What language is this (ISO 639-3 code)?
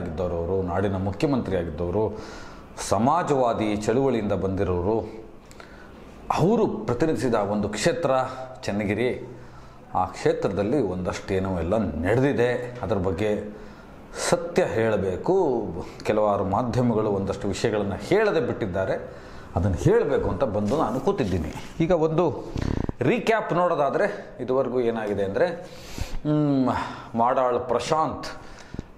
kan